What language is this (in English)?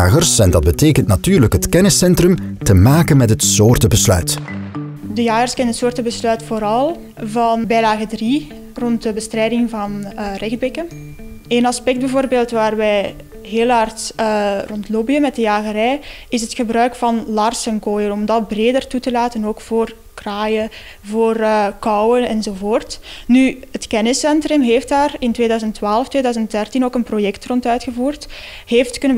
Dutch